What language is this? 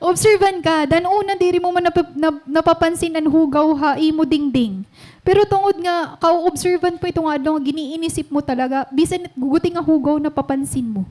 Waray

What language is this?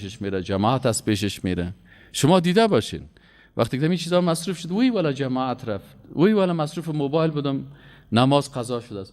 Persian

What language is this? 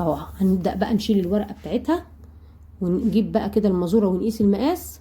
Egyptian Arabic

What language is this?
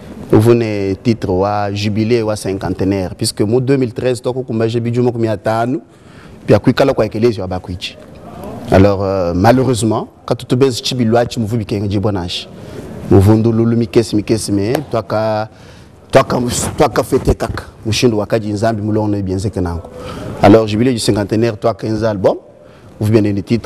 Luba-Lulua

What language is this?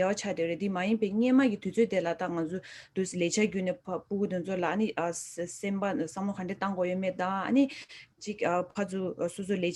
Tibetan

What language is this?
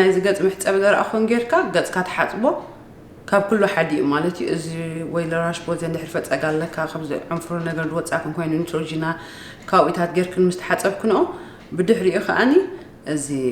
Tigrinya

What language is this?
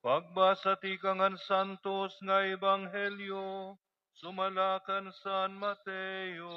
Waray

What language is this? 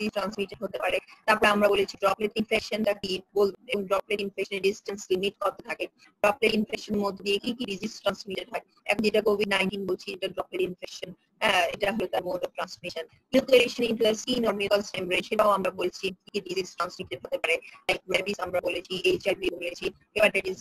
Bangla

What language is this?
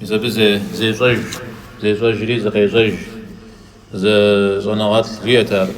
Kabardian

